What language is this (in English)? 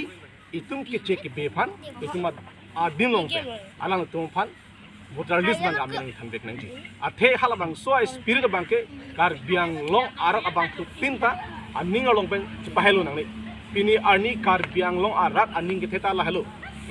Karbi